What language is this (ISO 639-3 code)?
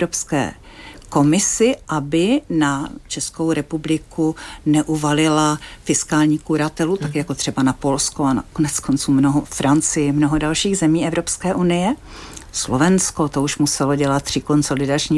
ces